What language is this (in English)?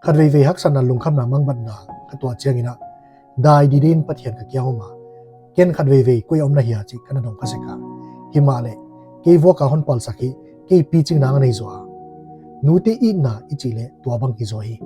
Paite Chin